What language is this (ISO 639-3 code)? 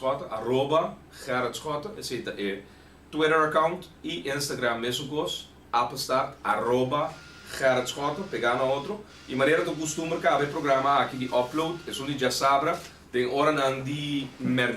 pap